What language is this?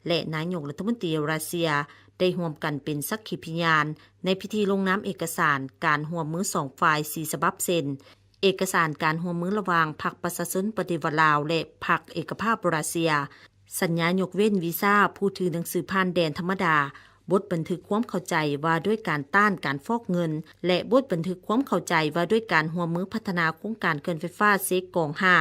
Lao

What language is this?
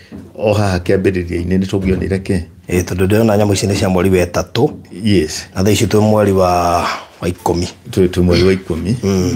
Kikuyu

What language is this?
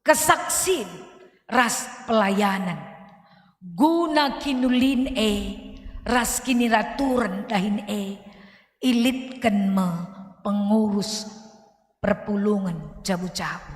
Batak Karo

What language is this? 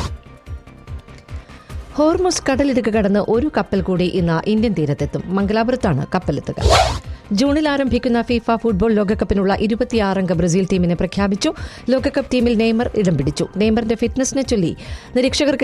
Malayalam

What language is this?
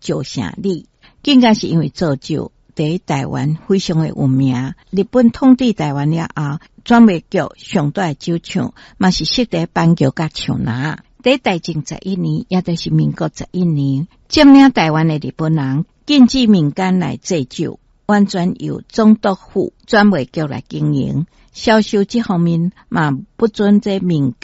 Min Nan Chinese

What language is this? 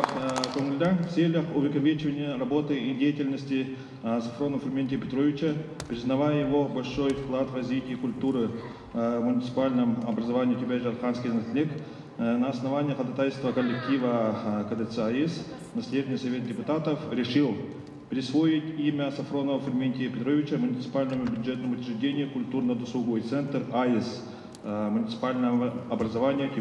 Yakut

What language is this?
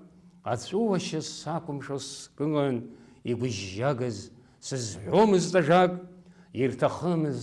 Abkhazian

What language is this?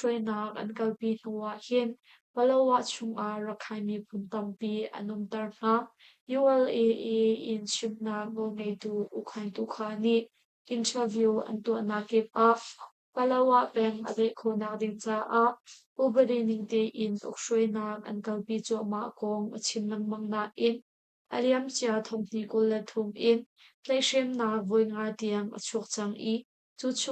Hakha Chin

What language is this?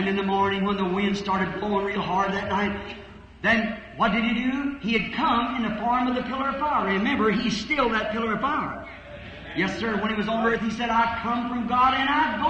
Ewe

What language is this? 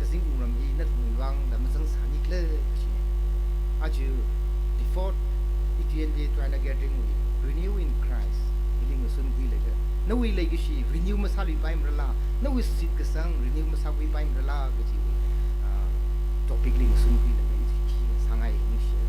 Tangkhul Naga (India)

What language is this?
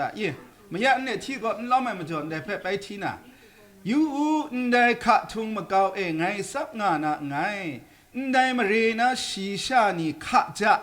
Kachin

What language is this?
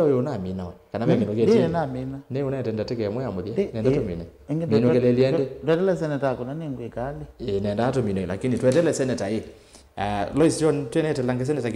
Kamba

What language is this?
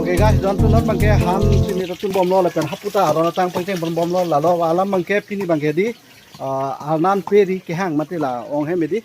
Karbi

